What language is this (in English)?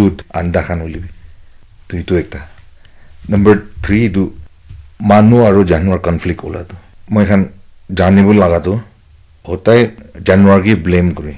Naga Pidgin